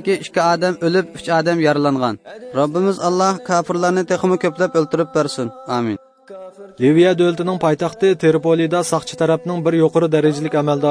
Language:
Uyghur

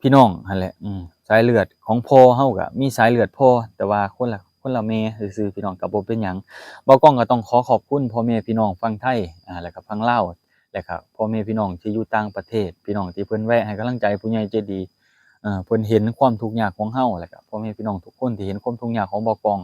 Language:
Lao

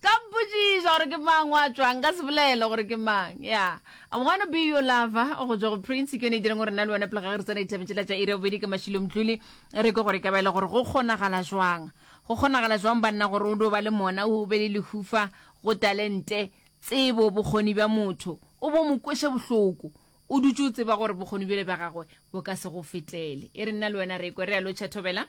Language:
Northern Sotho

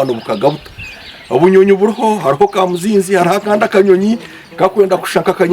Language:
Nyankole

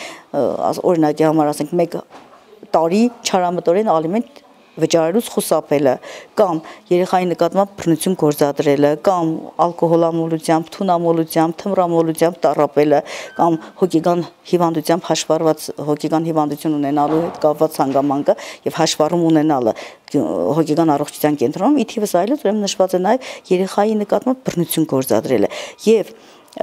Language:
Armenian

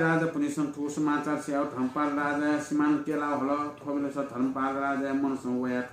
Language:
Newari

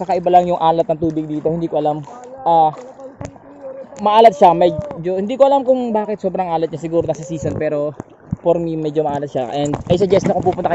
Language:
Filipino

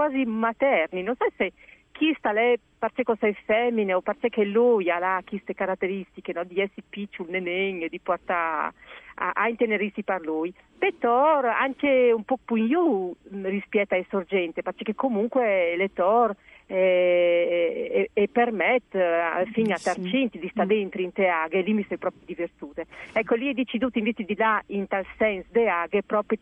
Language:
Friulian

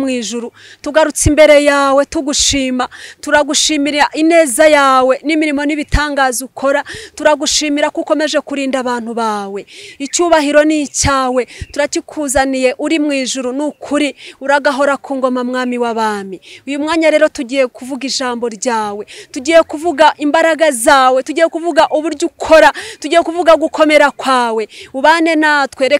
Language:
Kinyarwanda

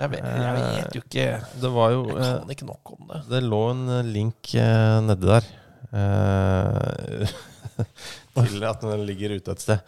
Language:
Norwegian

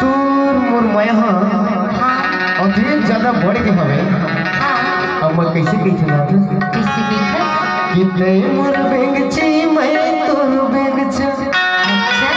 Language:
Chhattisgarhi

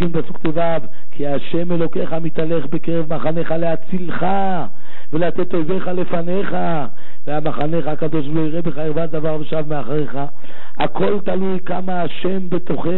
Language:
Hebrew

